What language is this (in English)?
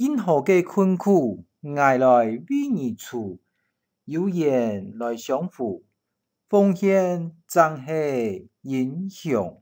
Hakka Chinese